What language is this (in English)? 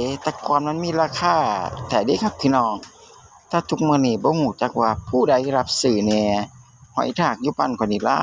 Northeastern Thai